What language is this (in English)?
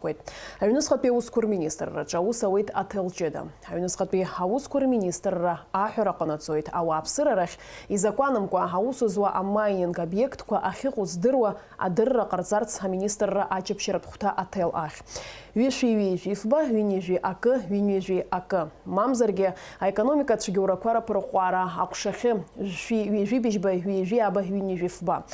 Abkhazian